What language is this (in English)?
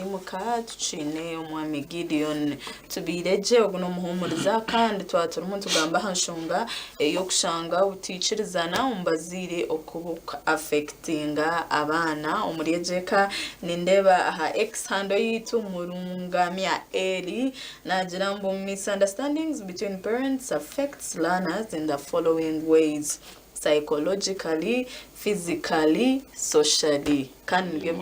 Nyankole